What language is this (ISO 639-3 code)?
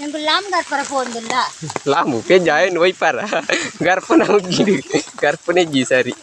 tcy